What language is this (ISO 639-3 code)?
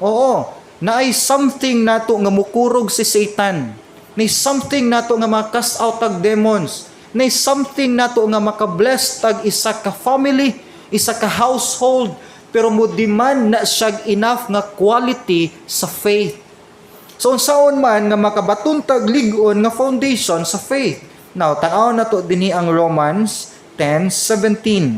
ceb